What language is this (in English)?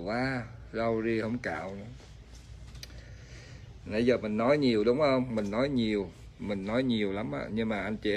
Vietnamese